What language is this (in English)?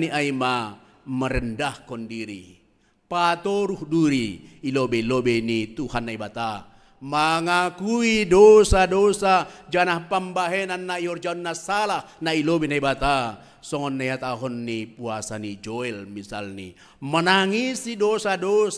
Batak Simalungun